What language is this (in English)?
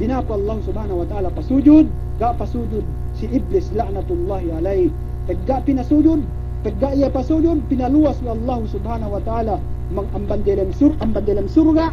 Yakan